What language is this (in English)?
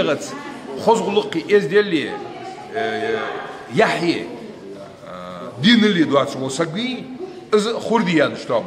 Ingush